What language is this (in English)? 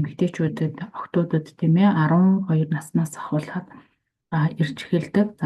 Mongolian